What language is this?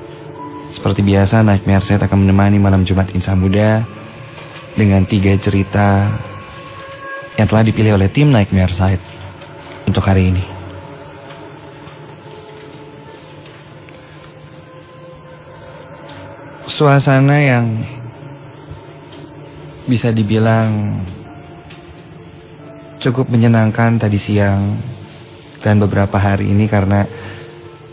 Indonesian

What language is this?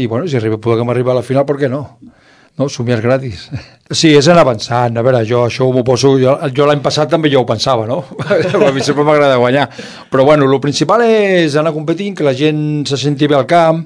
Catalan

